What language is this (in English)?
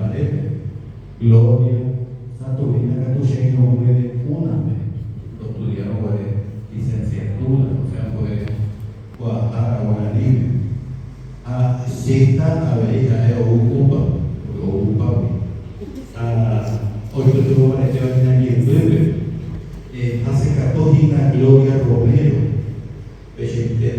Guarani